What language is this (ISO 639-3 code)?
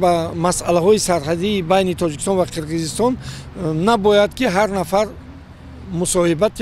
tgk